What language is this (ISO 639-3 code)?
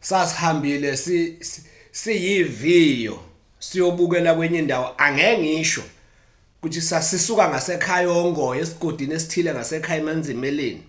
zul